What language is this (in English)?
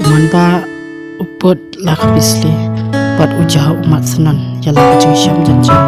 Khasi